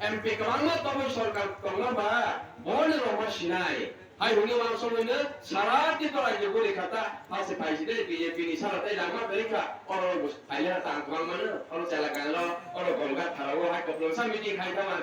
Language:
Kok Borok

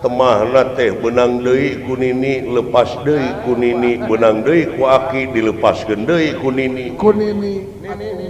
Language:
Sundanese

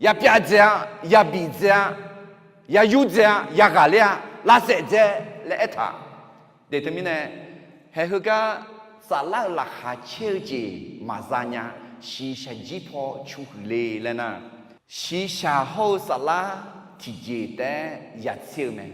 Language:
Akha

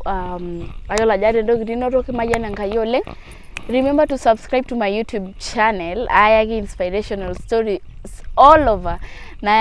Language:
Masai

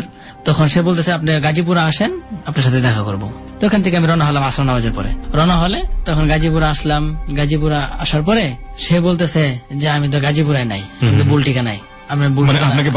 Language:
Bangla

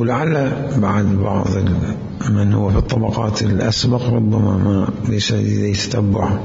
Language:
Mesopotamian Arabic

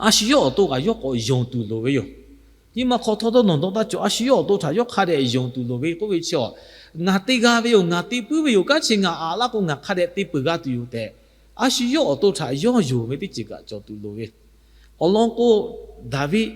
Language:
Lahu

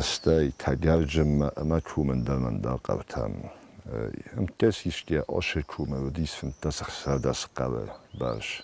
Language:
Ossetic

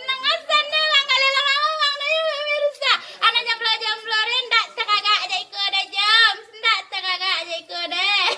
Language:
Minangkabau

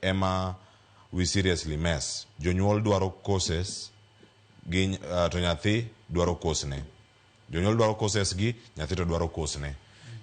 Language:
Luo (Kenya and Tanzania)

